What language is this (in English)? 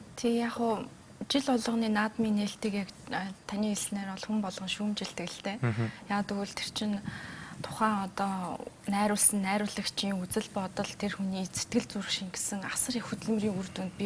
Mongolian